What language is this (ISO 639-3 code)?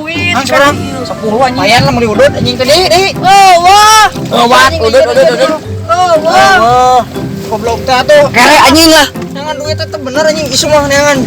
sun